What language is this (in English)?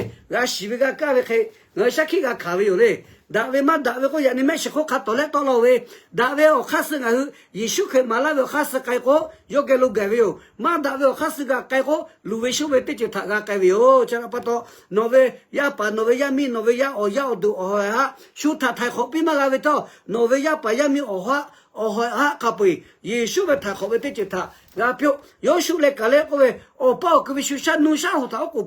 Lahu